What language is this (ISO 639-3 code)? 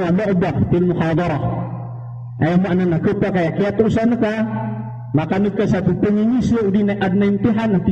mrw